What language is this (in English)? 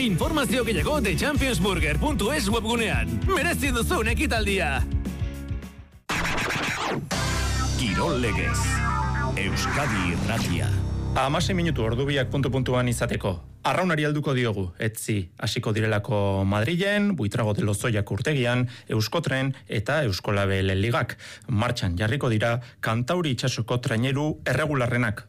Basque